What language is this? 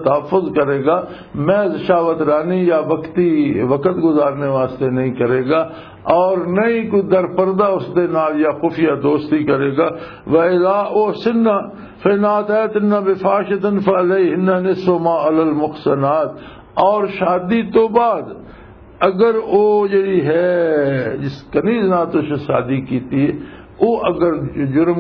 Western Panjabi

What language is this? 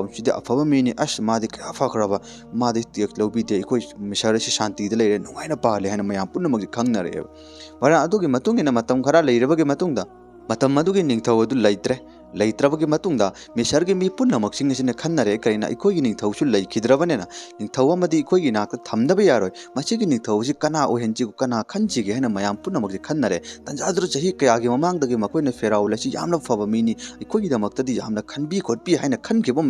Manipuri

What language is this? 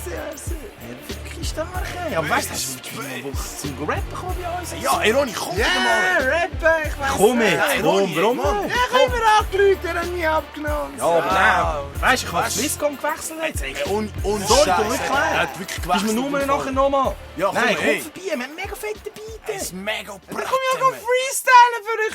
Swiss German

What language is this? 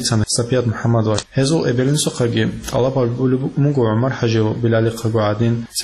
Avaric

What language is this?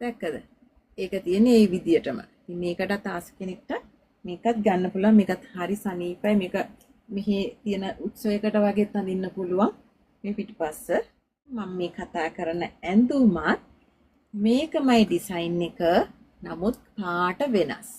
Sinhala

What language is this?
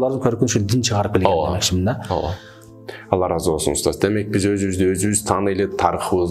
Kyrgyz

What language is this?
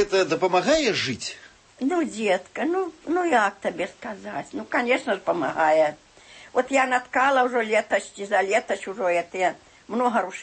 Belarusian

